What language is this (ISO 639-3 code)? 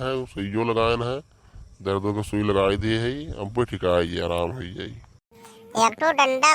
awa